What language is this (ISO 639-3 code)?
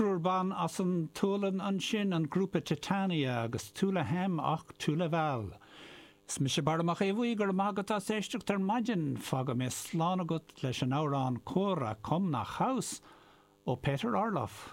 gle